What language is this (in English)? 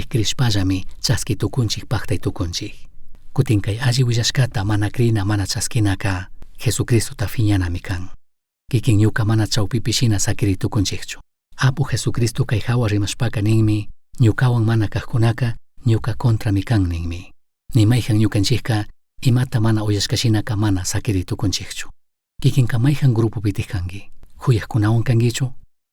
Chimborazo Highland Quichua